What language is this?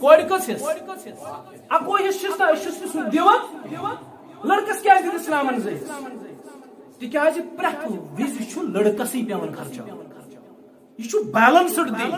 Kashmiri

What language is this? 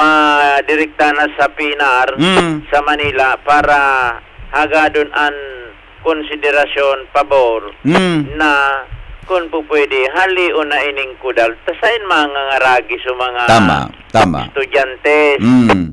Bikol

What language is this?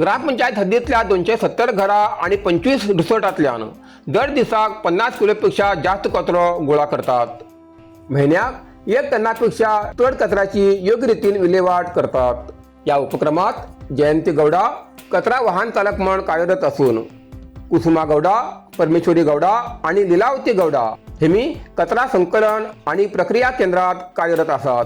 Konkani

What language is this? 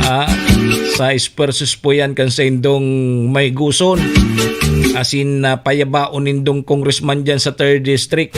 Bikol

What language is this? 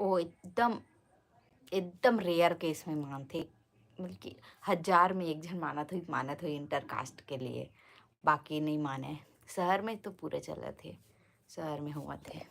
Chhattisgarhi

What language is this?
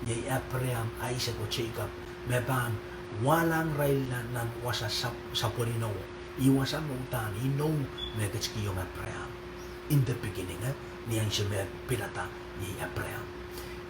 Pohnpeian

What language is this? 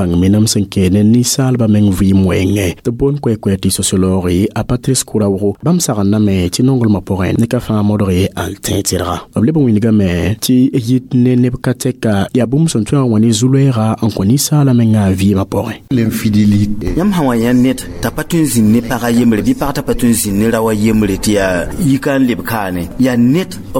Mossi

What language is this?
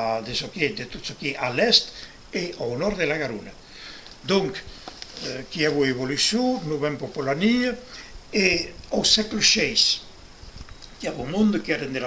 Occitan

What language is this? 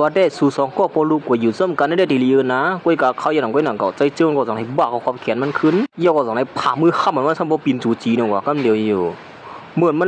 Shan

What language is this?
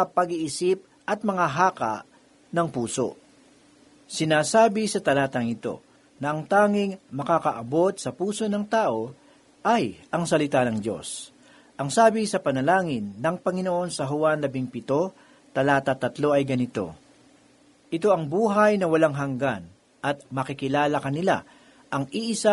Filipino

